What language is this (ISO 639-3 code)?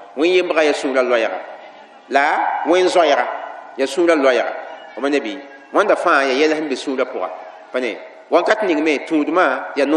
mos